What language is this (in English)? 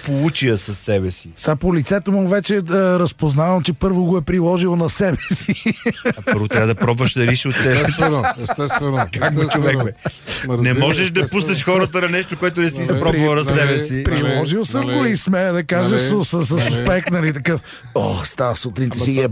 Bulgarian